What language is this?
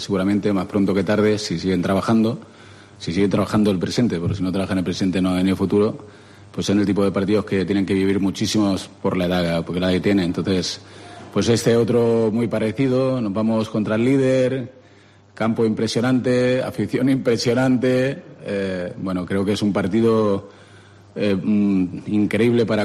Spanish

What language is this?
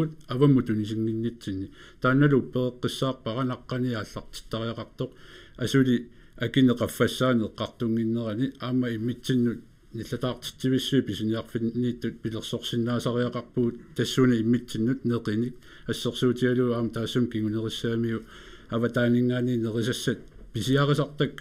Kalaallisut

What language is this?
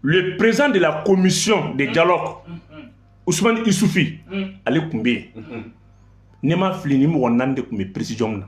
Bambara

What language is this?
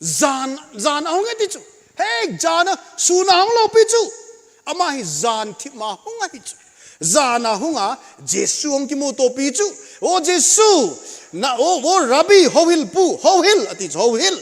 Thado Chin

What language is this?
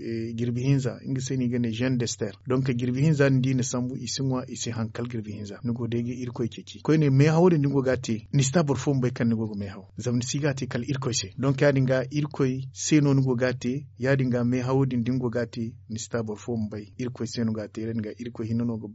Zarma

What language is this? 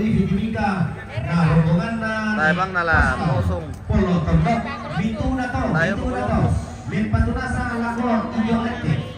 Toraja-Sa'dan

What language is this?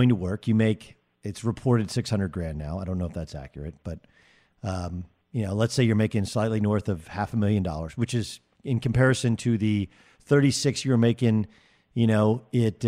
English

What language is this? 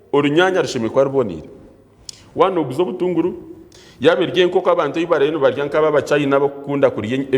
Nyankole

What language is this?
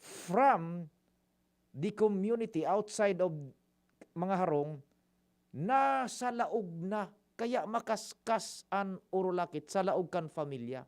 Bikol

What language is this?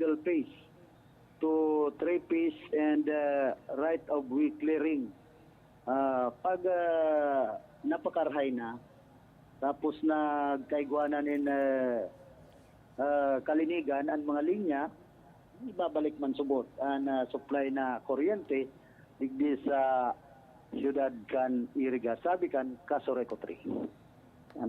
Bikol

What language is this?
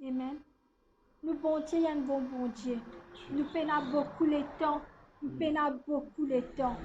Morisyen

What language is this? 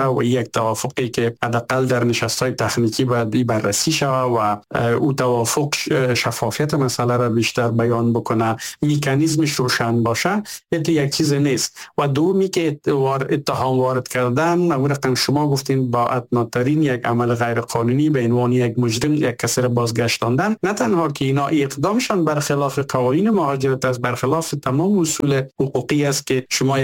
Persian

